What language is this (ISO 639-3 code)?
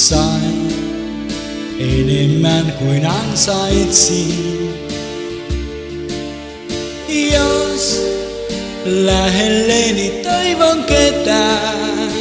fin